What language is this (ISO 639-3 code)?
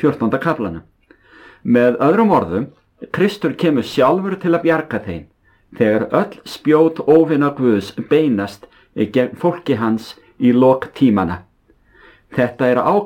isl